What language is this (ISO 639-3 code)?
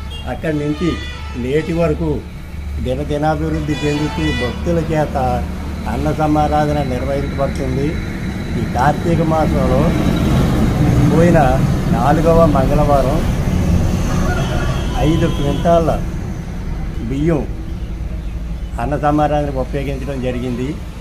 tel